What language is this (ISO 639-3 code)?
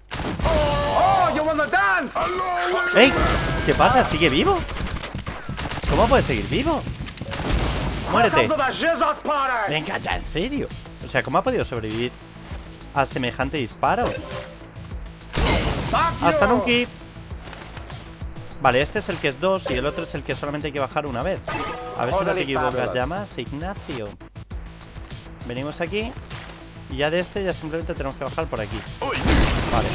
spa